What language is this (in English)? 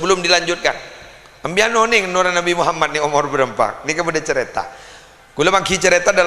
Madurese